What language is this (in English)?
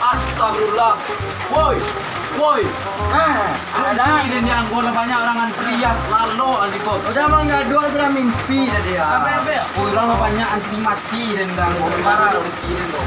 Minangkabau